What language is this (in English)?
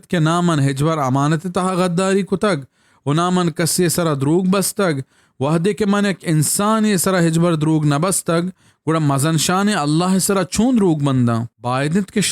Baluchi